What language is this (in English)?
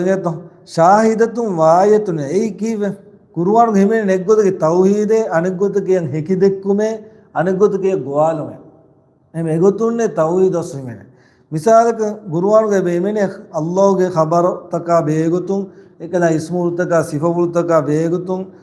Divehi